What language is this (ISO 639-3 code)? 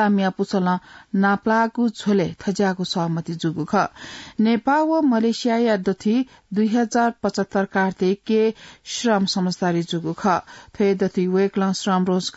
new